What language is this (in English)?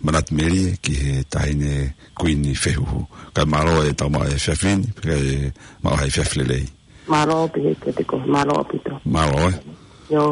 Tongan